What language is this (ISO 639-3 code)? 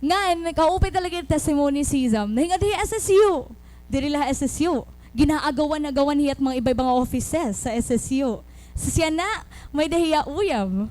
war